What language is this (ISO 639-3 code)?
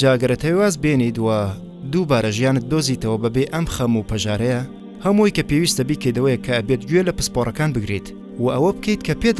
ckb